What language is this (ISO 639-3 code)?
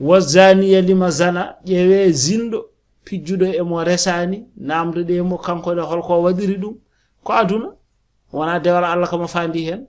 ful